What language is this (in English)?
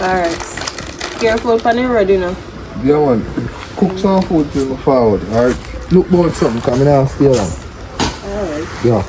Jamaican Creole English